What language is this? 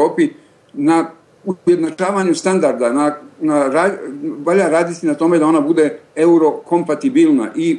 Croatian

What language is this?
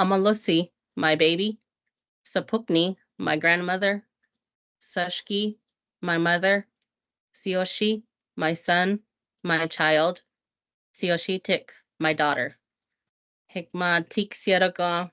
Choctaw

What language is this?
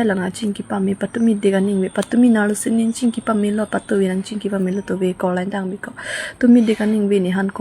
Karbi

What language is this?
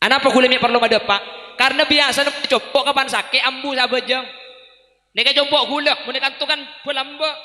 Madurese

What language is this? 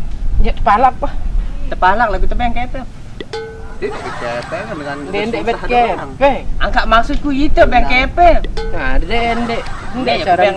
Sasak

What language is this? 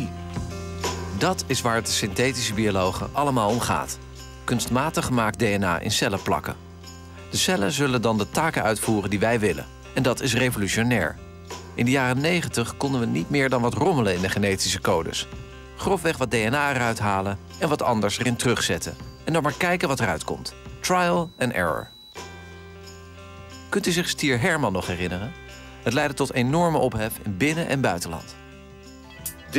Dutch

